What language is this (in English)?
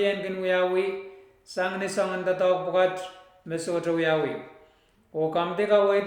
Pohnpeian